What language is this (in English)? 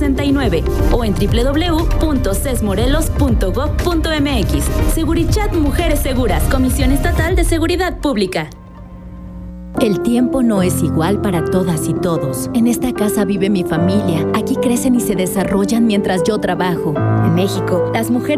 Spanish